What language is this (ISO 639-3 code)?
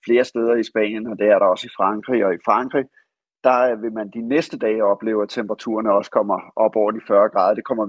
dan